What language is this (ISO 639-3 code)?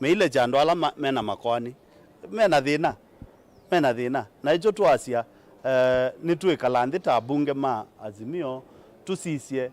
kam